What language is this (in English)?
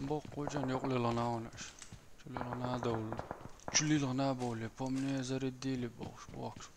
Chechen